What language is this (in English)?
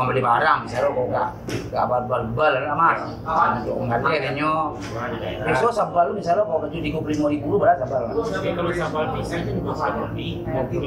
Minangkabau